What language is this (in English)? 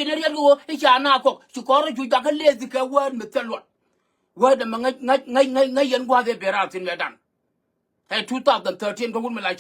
Nuer